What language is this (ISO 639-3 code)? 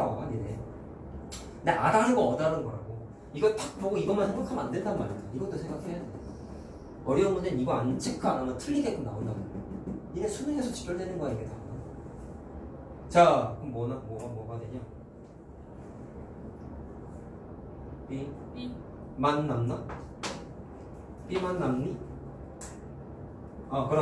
kor